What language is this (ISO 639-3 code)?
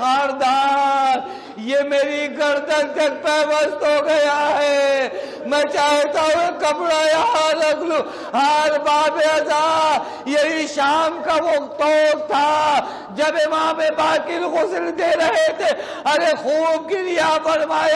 urd